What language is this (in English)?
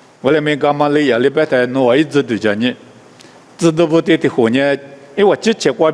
Lisu